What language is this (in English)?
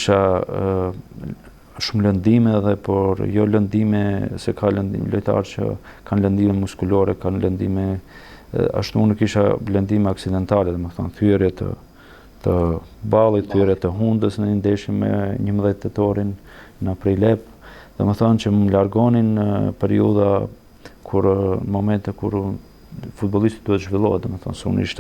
Albanian